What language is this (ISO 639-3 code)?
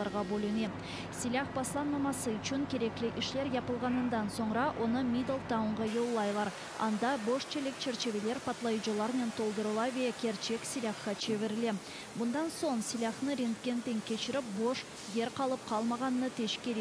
crh